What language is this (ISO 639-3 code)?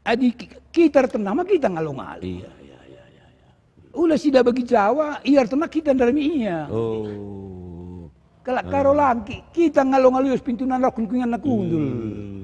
btx